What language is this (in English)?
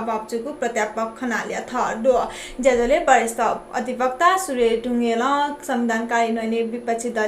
Newari